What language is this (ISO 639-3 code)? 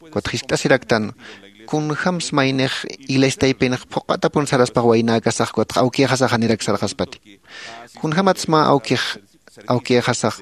aym